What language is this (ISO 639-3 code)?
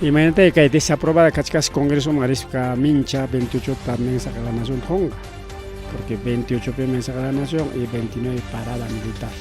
quy